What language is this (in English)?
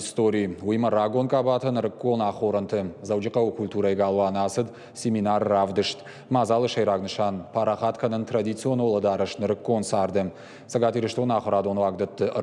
Ossetic